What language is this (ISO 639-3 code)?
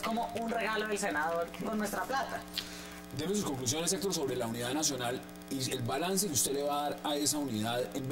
spa